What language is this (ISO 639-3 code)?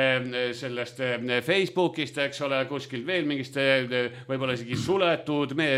est